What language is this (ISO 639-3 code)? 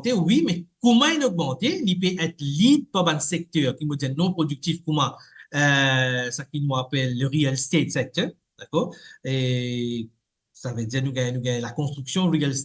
mfe